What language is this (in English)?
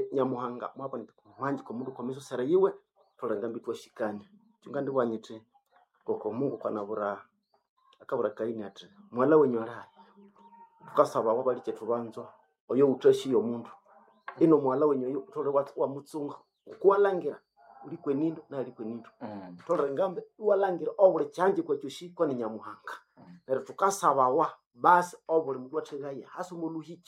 Nande